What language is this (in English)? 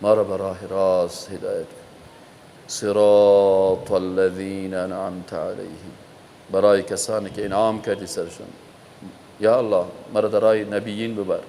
Persian